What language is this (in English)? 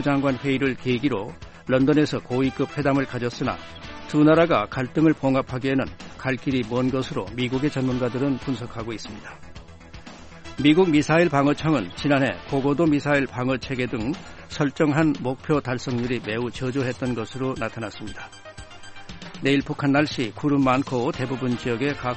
Korean